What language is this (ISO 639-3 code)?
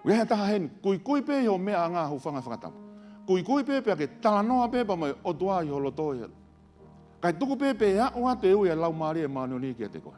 ton